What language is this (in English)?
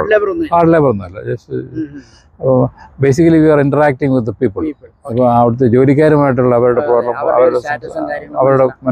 Malayalam